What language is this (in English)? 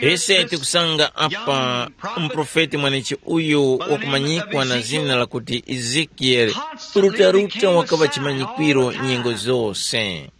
Tumbuka